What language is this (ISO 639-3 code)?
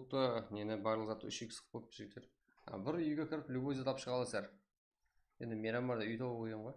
kaa